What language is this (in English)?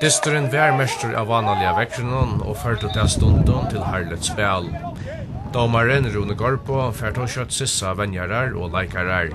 Faroese